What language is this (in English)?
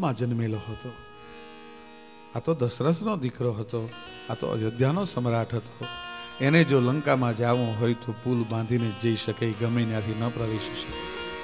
Gujarati